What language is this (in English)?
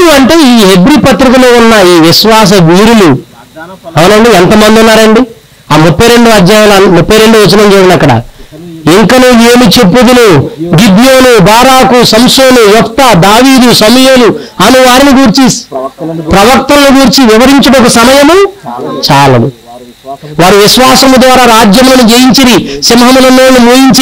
Telugu